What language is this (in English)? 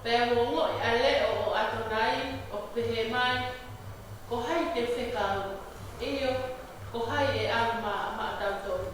Tongan